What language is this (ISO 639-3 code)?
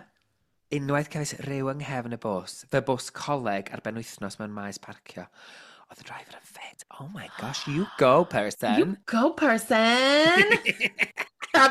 cym